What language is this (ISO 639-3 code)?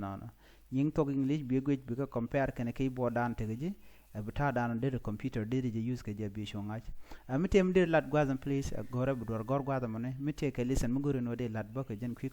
nus